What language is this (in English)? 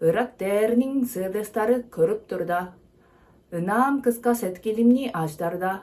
Tuvinian